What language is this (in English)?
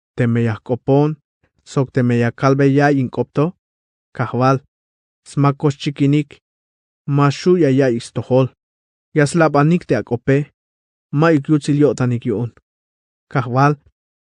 Tzeltal